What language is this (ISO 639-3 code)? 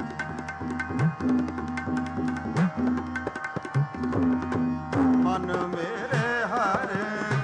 pan